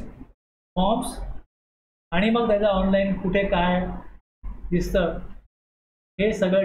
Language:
Marathi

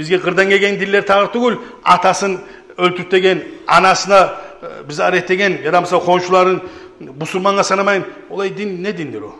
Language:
Kumyk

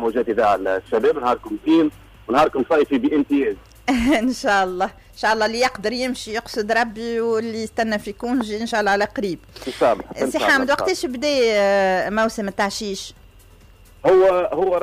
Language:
Tunisian Arabic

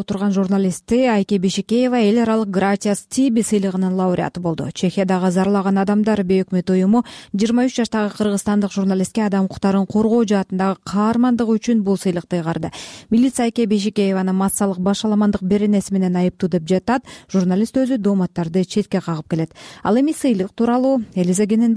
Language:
Kyrgyz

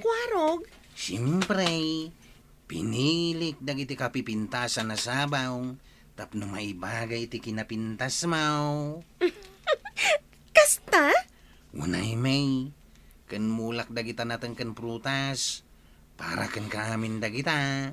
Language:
Iloko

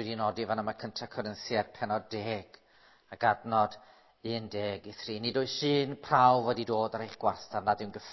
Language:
Welsh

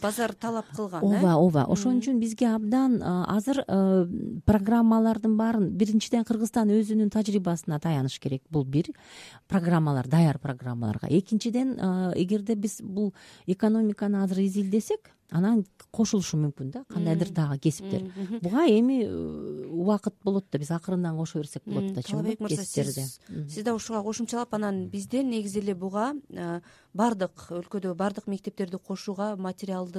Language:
Kyrgyz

